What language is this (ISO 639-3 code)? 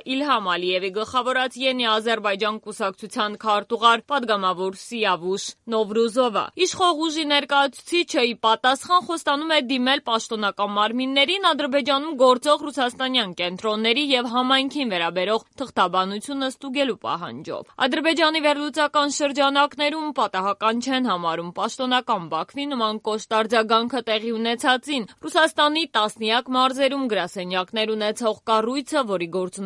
hye